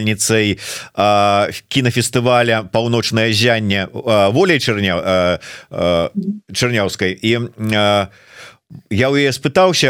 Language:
Belarusian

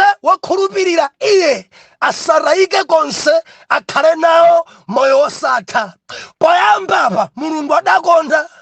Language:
Nyanja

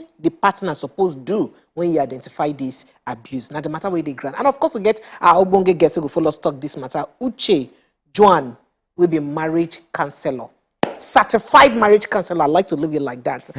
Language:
Nigerian Pidgin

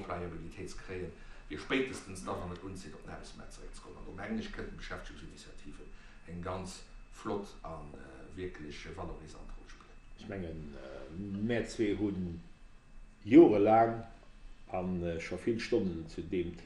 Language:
Luxembourgish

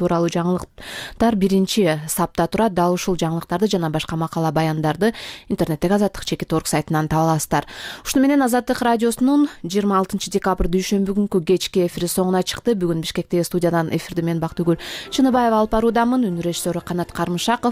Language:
Kyrgyz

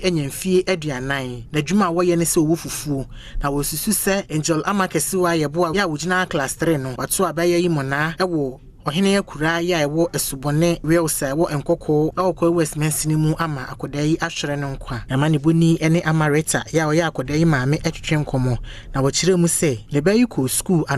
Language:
Akan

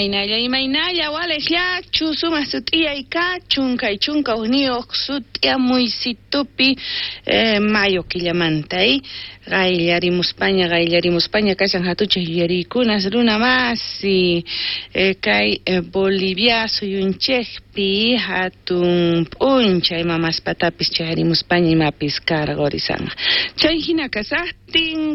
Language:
South Bolivian Quechua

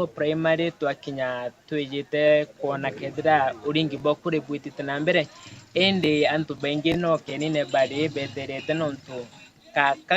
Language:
Meru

